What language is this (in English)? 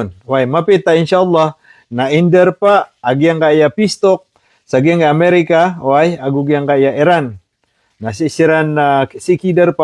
Maranao